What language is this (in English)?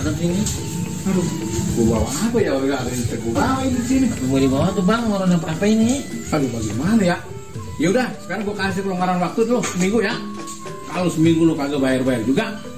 Betawi